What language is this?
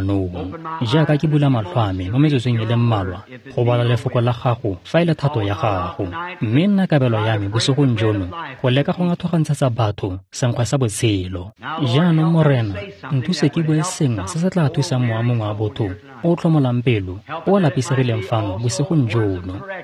Tswana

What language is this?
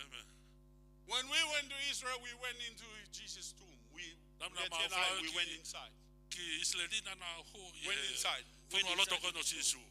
Tongan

